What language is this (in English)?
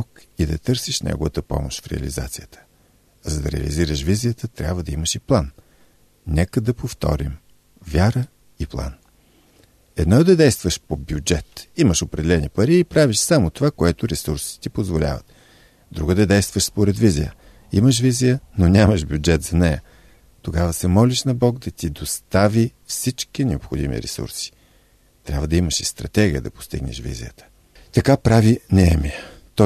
Bulgarian